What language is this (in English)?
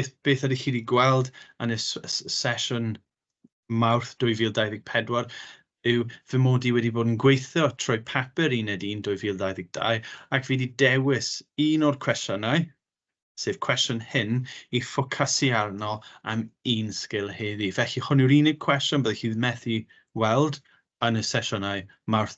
Welsh